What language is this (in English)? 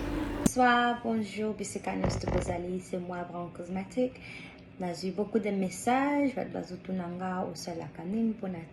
Lingala